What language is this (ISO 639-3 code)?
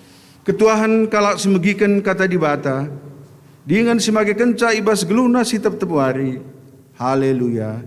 btx